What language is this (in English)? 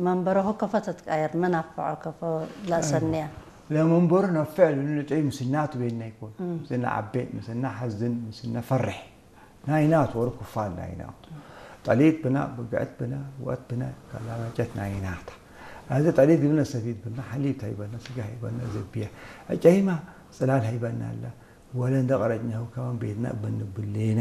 Tigre